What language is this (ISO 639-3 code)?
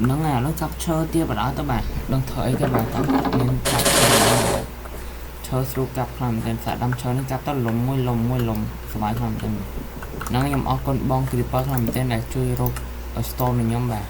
khm